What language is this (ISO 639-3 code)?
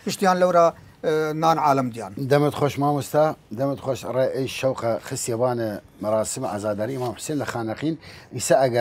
sdh